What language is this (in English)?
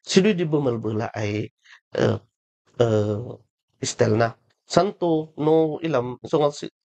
Kankanaey